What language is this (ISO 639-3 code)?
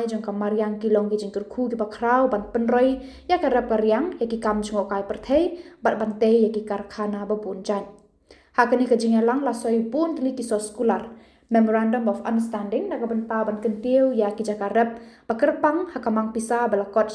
kha